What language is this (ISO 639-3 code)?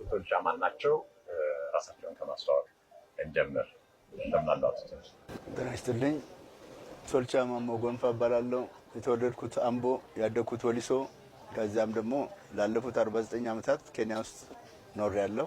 amh